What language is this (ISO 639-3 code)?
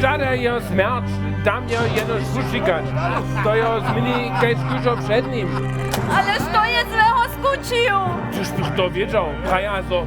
hsb